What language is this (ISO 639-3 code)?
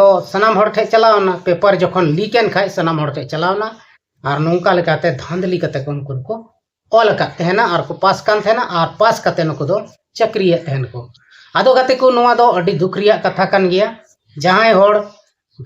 sat